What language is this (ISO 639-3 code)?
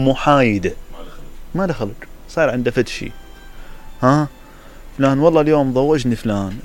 acm